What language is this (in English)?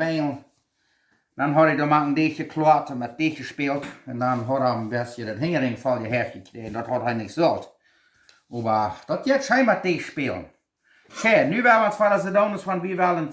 Plautdietsch